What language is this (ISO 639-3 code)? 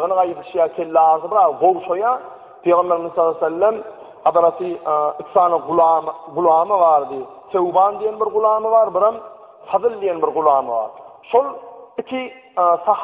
tuk